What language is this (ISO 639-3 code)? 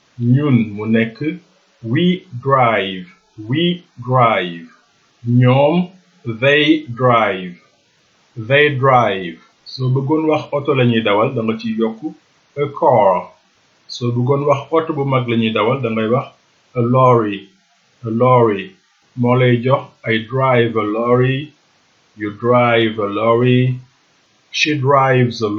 wol